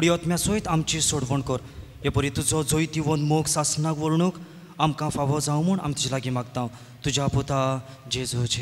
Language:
Konkani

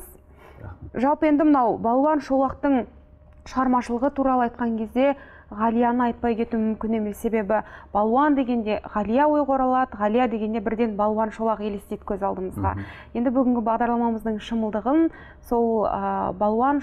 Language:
Kazakh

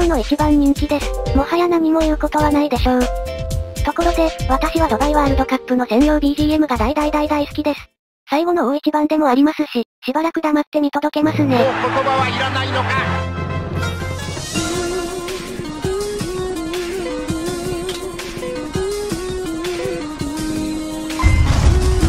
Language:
Japanese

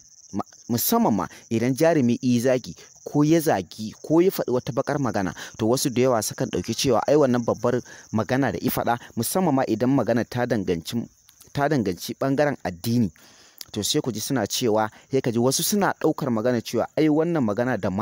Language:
Hausa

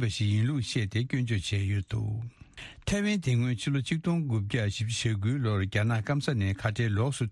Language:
Tibetan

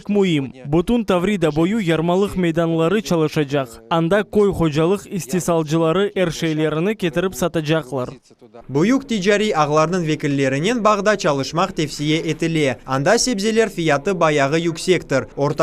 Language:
Crimean Tatar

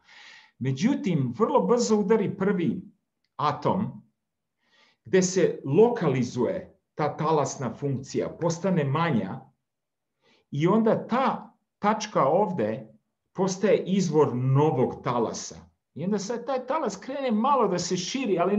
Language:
Serbian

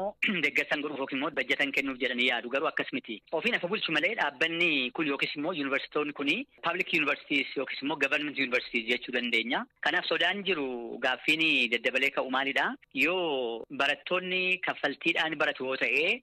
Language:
Oromo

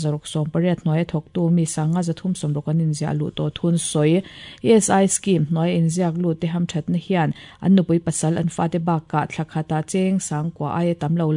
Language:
Mizo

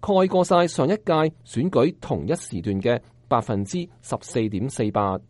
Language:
Cantonese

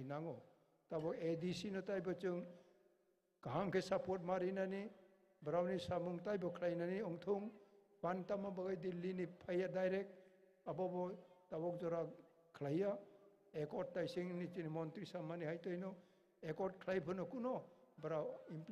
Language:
Kok Borok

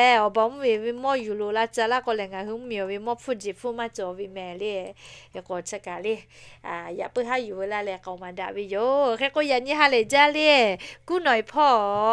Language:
Lahu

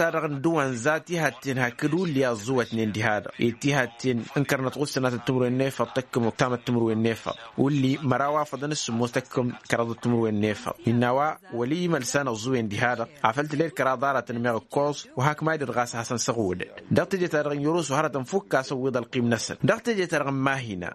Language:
Tamasheq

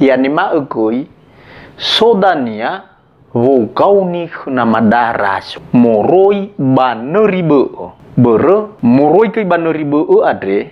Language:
Nias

